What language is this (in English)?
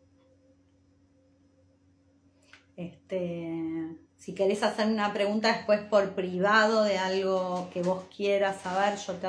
Spanish